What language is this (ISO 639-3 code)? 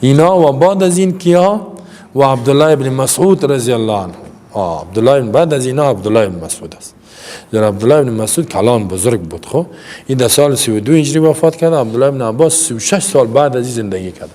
fas